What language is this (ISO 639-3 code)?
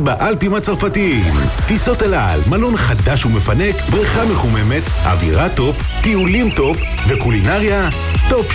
heb